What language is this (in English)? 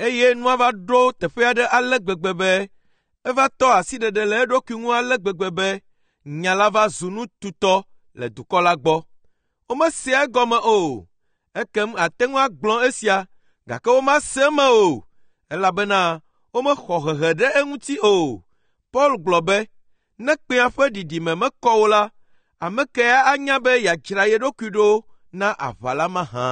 Ewe